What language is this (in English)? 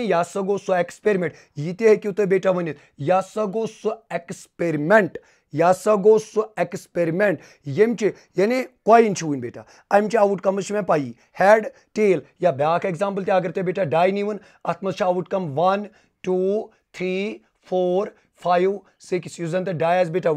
Kashmiri